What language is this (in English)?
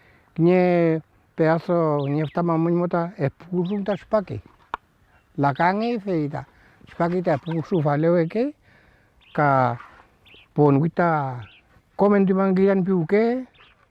Mapuche